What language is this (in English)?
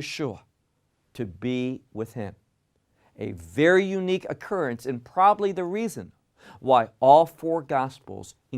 English